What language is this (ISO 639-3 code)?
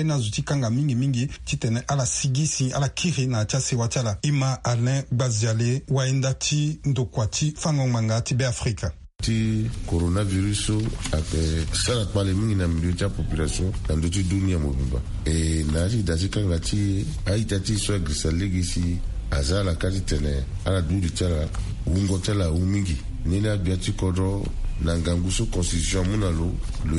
sag